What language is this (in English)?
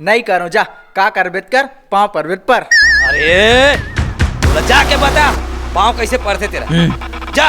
Chhattisgarhi